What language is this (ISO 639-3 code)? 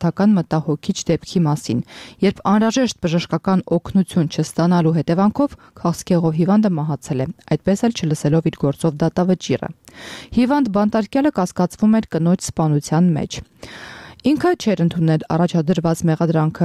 hye